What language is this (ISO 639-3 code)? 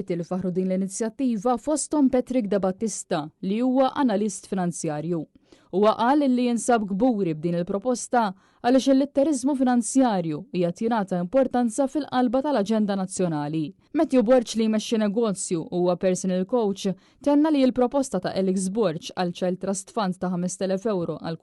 mlt